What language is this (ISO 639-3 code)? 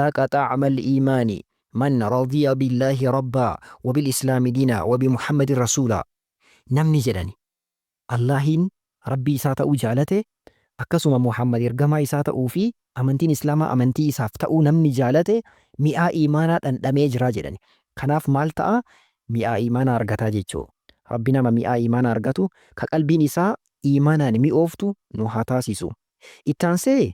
orm